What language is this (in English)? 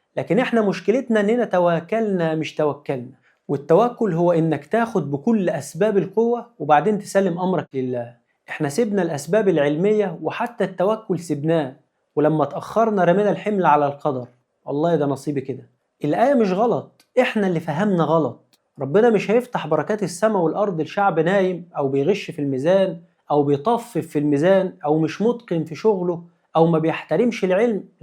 Egyptian Arabic